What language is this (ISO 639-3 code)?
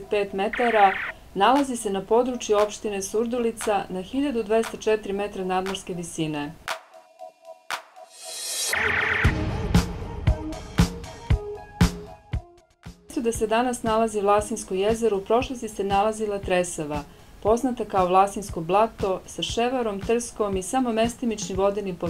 srp